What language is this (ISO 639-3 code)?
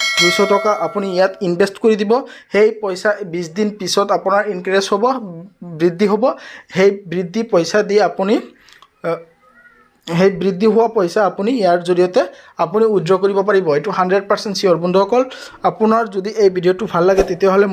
asm